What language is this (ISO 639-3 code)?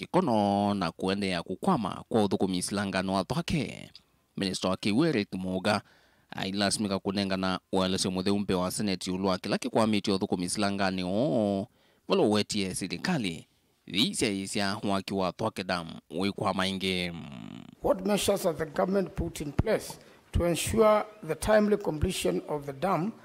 kam